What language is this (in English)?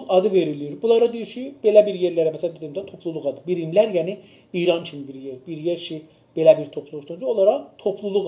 South Azerbaijani